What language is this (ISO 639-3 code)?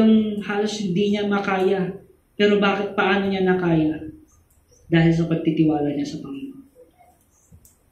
fil